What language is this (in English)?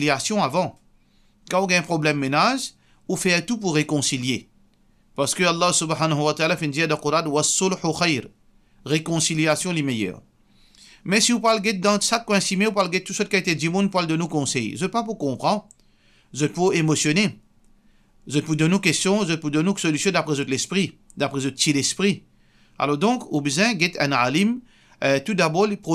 Morisyen